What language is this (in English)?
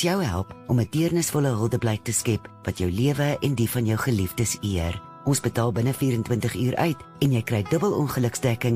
Afrikaans